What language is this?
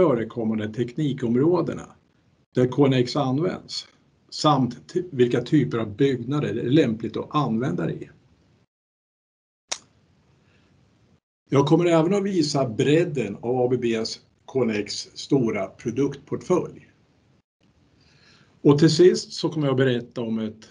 Swedish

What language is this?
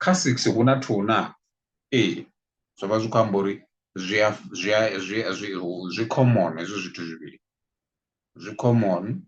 Venda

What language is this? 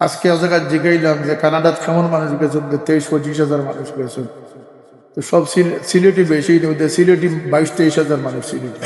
Sylheti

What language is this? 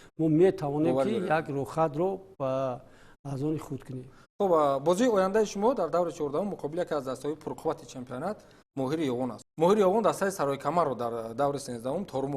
Tajik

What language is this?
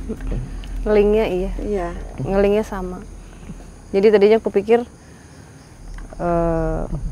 Indonesian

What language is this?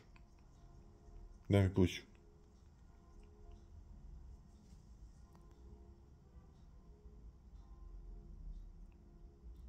Croatian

